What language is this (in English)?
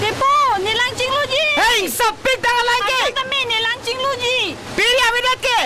Karbi